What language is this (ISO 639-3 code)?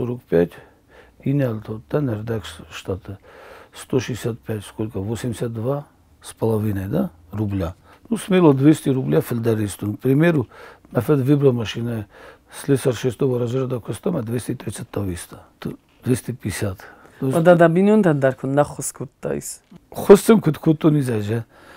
oss